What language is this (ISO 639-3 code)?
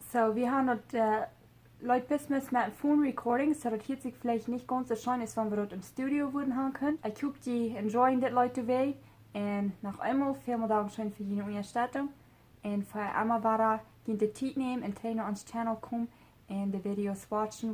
pdt